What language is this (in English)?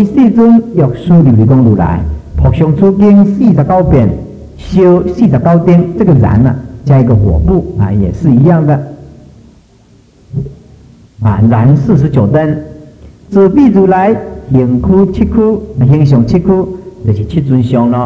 Chinese